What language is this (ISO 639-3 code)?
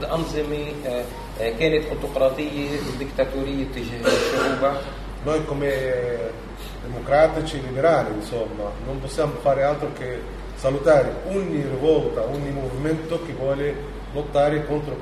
ita